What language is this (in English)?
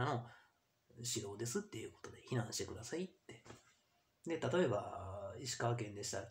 Japanese